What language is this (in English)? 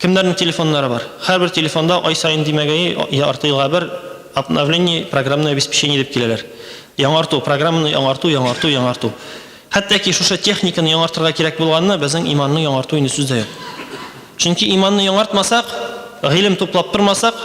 Tatar